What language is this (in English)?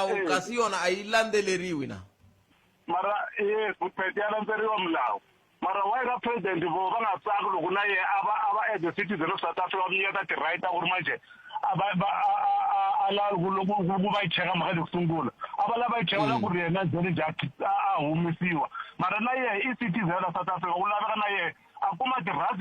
Tsonga